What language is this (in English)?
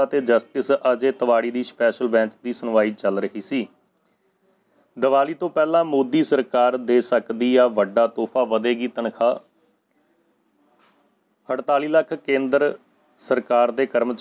Punjabi